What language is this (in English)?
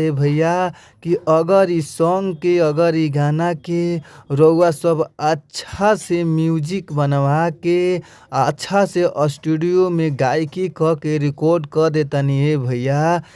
Bhojpuri